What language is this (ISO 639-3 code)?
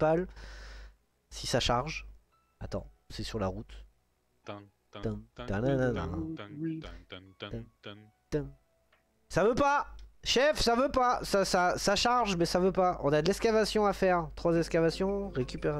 fra